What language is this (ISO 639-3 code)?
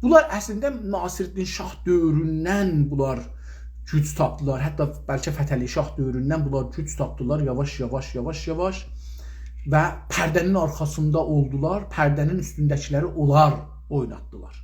azb